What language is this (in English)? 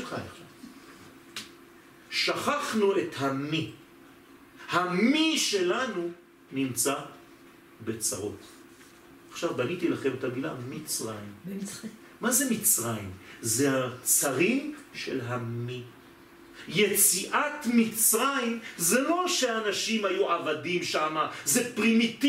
Hebrew